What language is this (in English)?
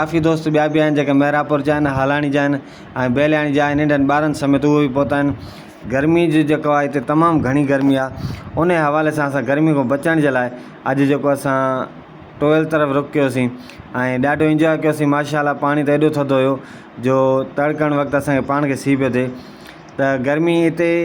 Sindhi